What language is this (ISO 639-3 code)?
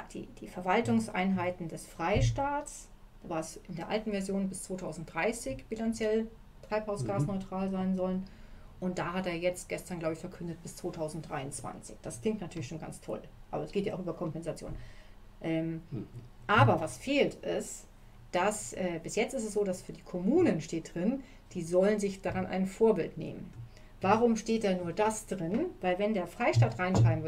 deu